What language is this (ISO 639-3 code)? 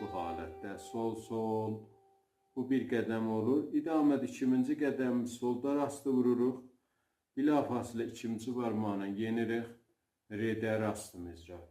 azb